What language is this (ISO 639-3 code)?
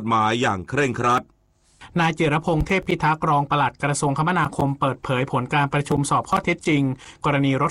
tha